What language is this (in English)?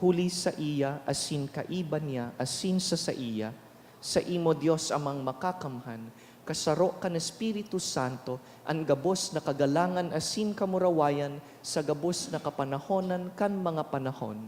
Bikol